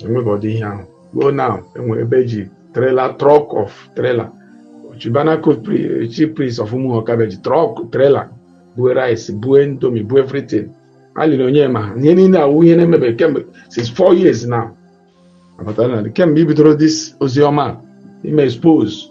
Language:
Igbo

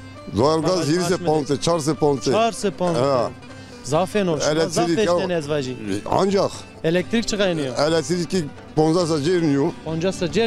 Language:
Zaza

